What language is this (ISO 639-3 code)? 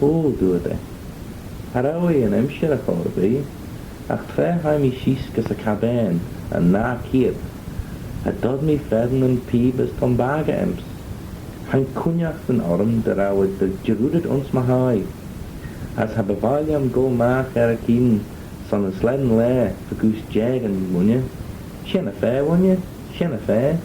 glv